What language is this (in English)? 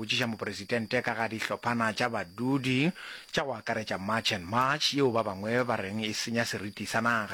Northern Sotho